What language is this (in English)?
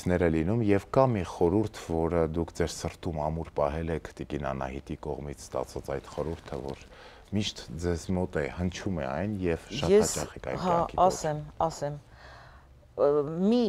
Armenian